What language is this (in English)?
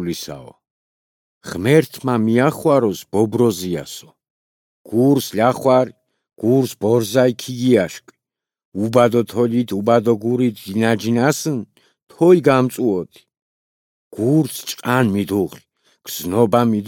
Georgian